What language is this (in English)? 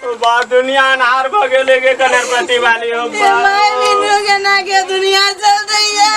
Maithili